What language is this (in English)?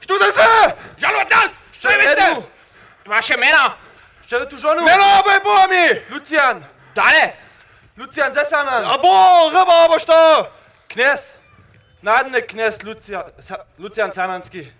Upper Sorbian